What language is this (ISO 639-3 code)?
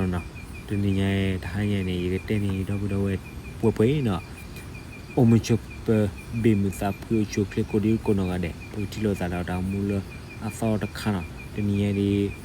ksw